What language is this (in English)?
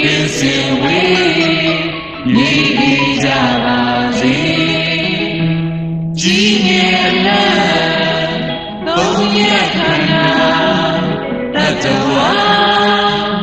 Burmese